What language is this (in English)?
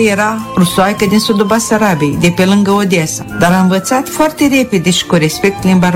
Romanian